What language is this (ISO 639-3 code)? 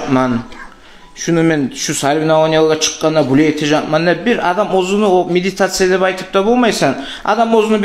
kum